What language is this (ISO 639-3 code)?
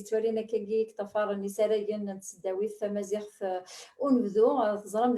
kab